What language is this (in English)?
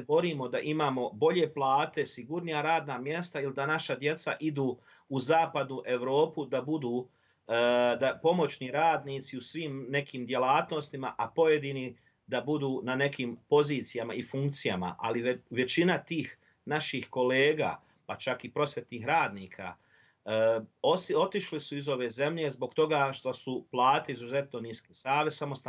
Bosnian